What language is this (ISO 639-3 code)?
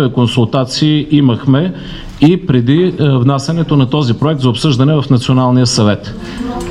bul